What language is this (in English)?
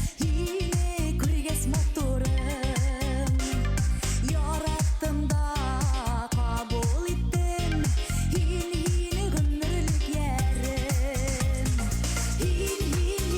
Bashkir